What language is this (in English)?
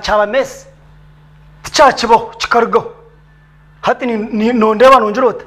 Nyankole